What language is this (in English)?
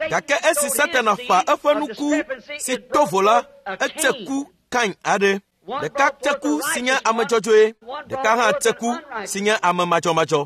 Ewe